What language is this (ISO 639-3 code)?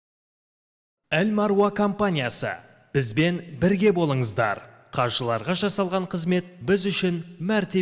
kaz